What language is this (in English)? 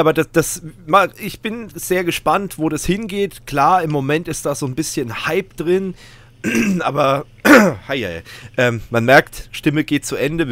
German